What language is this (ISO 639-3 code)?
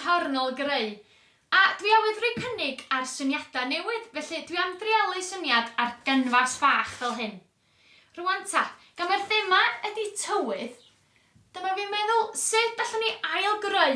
cym